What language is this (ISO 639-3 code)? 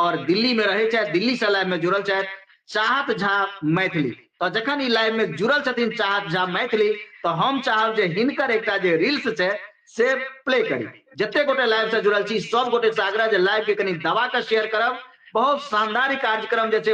mai